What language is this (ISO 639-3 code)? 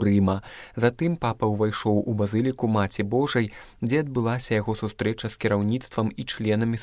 bel